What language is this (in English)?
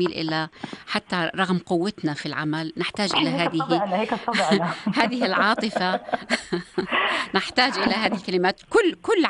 North Levantine Arabic